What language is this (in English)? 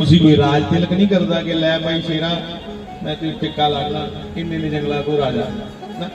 Dogri